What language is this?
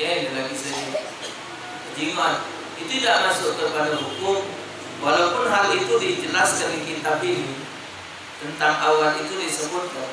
Musi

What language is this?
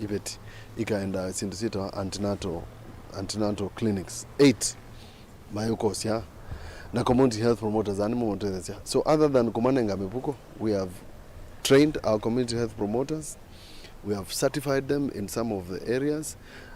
Kamba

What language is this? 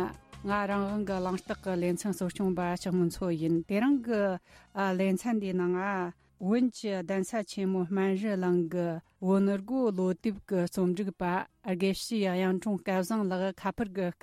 Tibetan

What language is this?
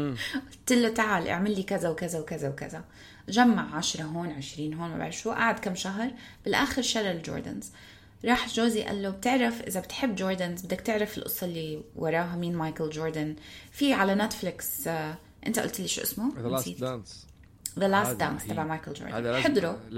North Levantine Arabic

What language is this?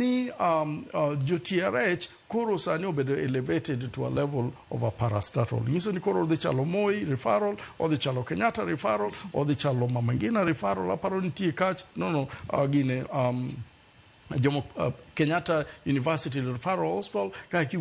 Luo (Kenya and Tanzania)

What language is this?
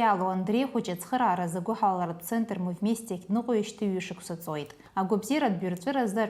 Abkhazian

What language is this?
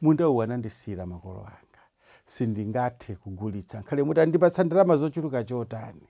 Nyanja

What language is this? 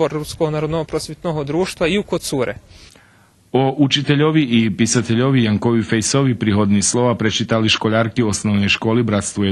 Rusyn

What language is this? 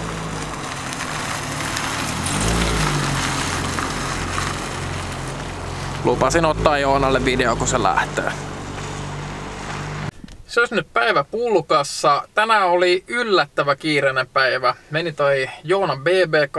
Finnish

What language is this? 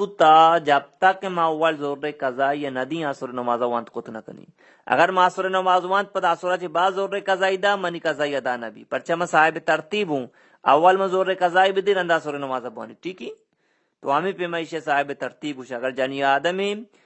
Baluchi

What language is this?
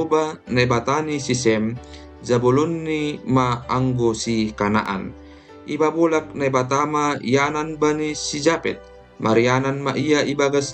Batak Simalungun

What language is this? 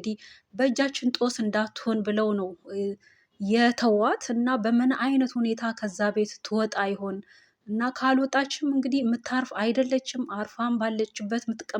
Amharic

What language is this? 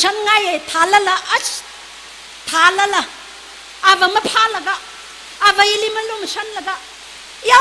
Tangkhul Naga (India)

